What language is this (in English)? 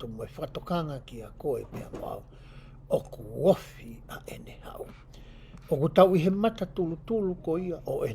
Tongan